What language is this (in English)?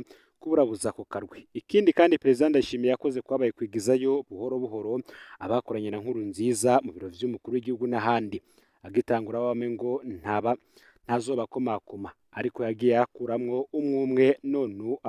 Rundi